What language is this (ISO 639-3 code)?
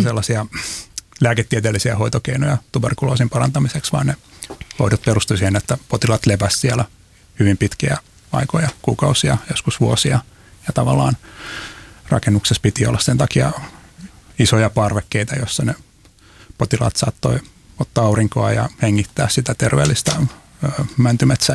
fin